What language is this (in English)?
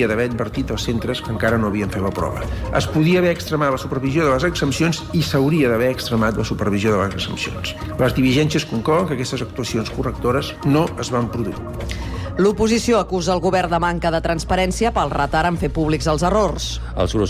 Catalan